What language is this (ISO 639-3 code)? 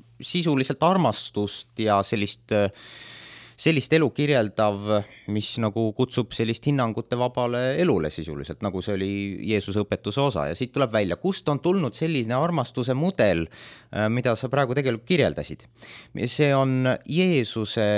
est